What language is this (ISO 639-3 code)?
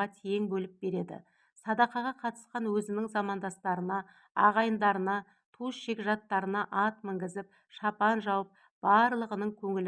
kaz